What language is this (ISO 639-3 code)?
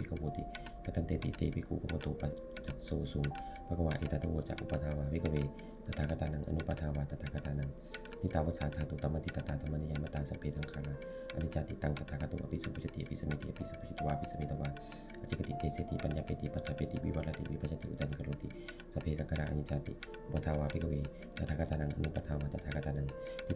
pli